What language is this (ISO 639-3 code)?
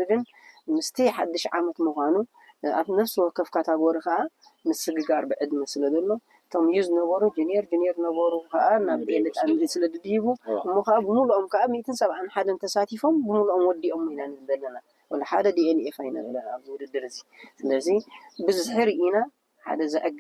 tir